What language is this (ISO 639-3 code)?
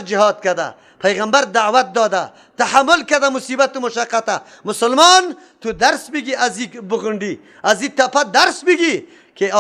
fas